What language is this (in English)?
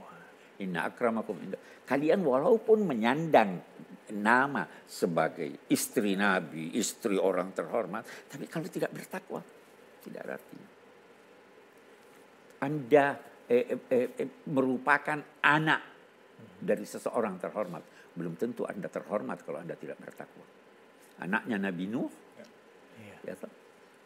Indonesian